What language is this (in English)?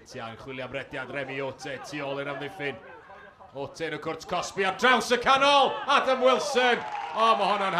Welsh